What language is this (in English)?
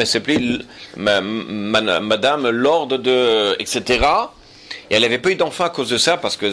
French